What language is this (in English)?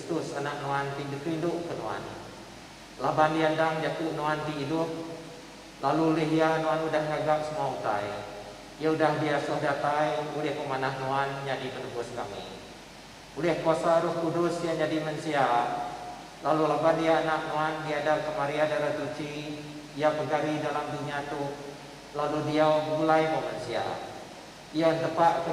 Iban